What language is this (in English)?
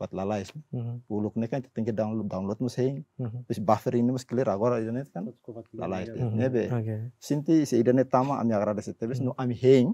Tetum